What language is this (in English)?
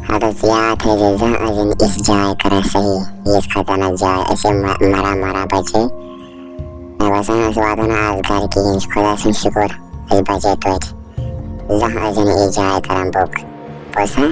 Kashmiri